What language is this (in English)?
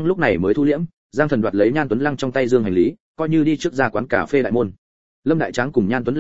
Vietnamese